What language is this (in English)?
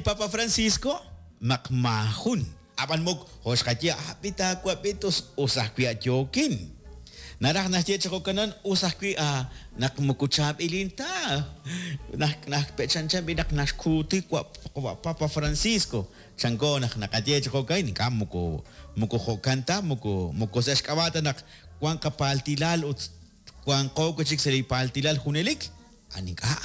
Kekchí